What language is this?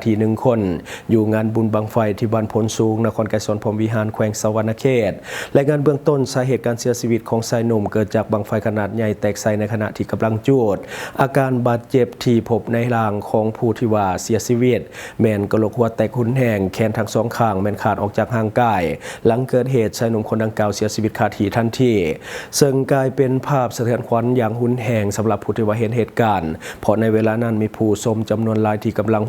Lao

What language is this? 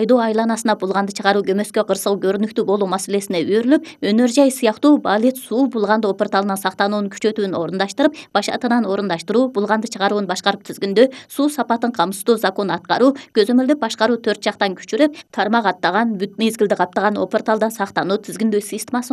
Kyrgyz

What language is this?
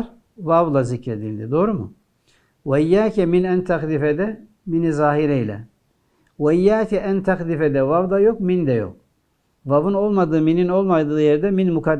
Turkish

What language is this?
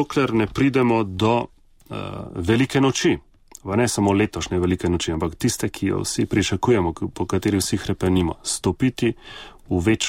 Slovenian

